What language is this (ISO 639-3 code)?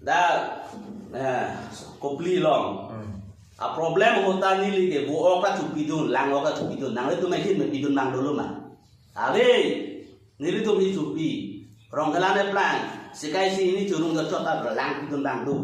mjw